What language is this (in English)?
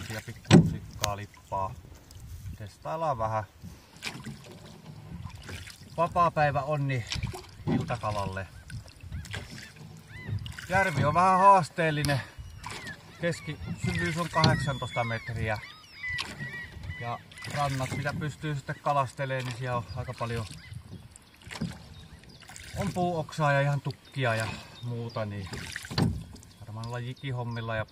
Finnish